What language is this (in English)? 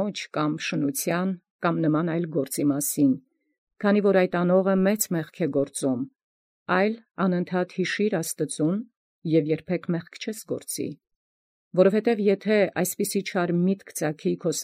Armenian